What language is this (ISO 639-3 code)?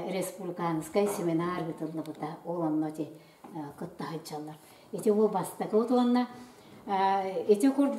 sah